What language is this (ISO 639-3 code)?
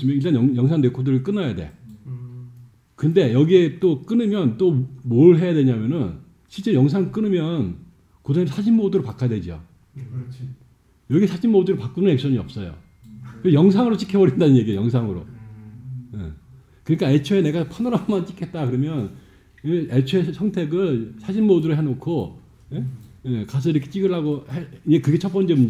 kor